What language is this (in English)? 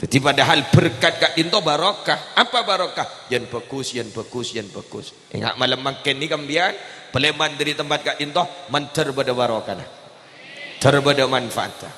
Madurese